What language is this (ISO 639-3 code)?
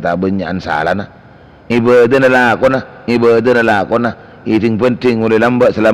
mad